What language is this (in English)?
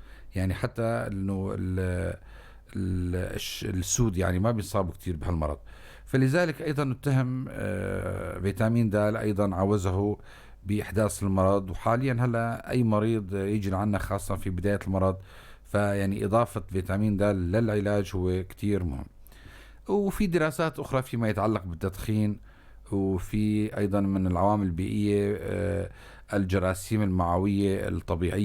North Levantine Arabic